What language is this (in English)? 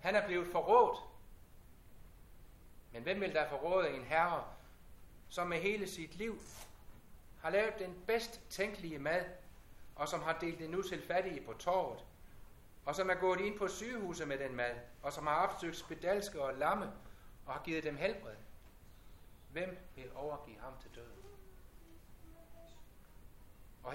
Danish